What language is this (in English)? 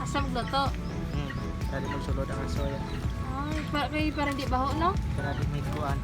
Hiligaynon